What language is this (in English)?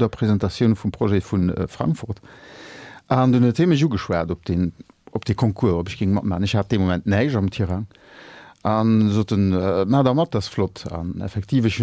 Luxembourgish